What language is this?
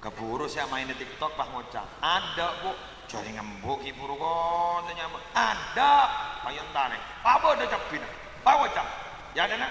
Madurese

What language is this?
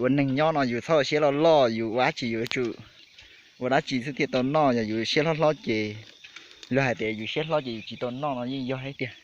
Hmong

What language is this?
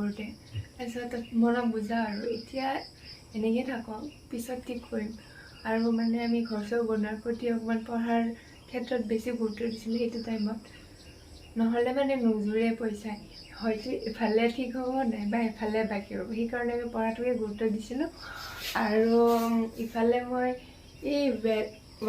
Assamese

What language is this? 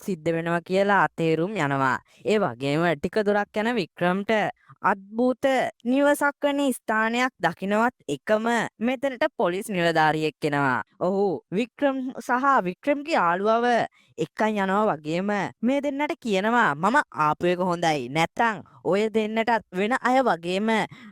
Sinhala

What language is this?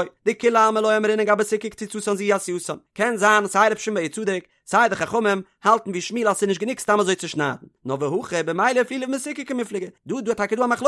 Yiddish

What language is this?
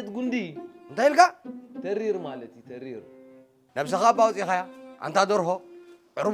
Tigrinya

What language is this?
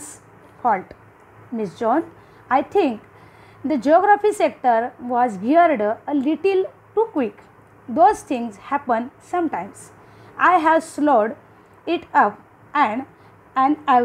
Marathi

